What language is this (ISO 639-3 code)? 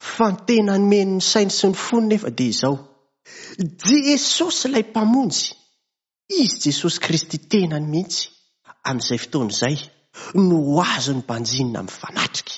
mlg